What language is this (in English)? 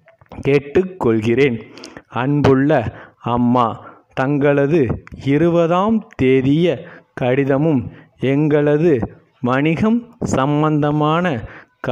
Tamil